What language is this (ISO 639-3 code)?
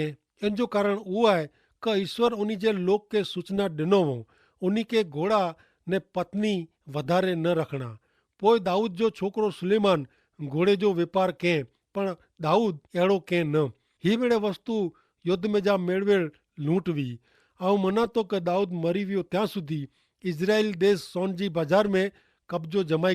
kfr